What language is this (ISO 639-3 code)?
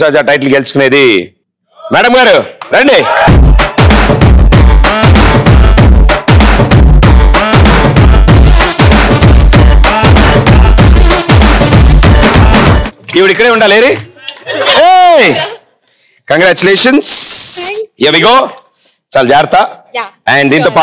tel